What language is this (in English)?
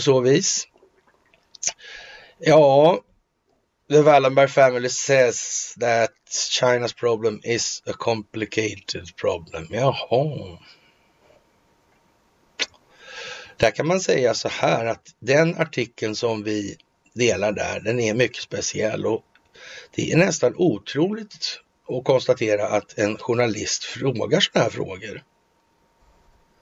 Swedish